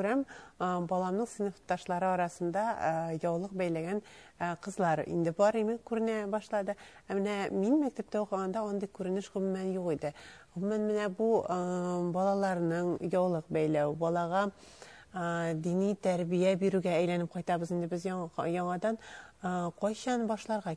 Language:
Tatar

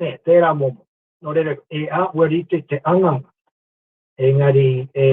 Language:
Māori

